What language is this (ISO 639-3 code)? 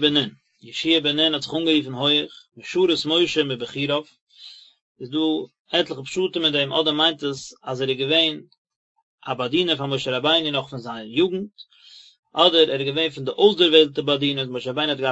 yid